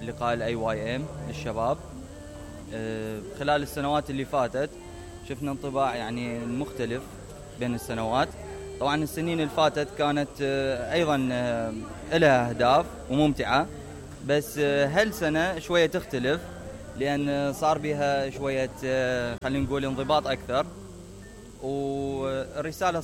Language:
Mesopotamian Arabic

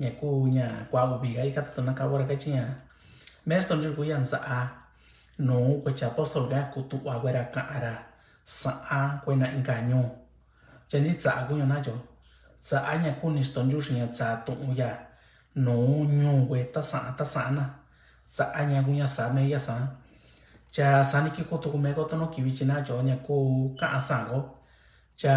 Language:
Mixtepec Mixtec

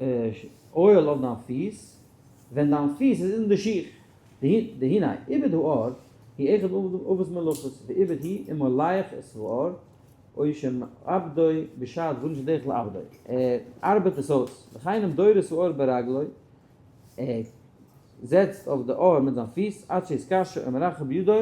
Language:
Yiddish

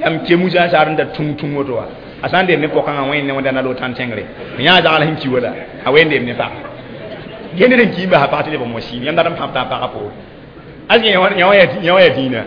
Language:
Mossi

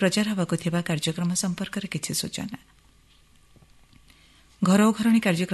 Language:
Odia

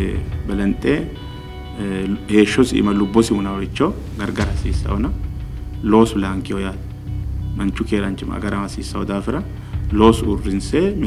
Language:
Sidamo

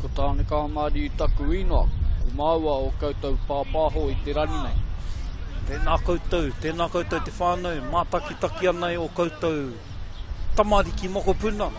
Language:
Māori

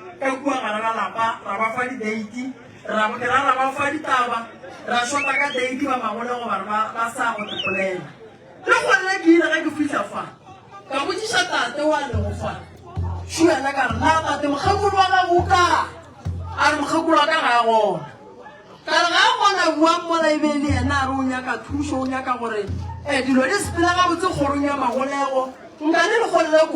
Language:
Northern Sotho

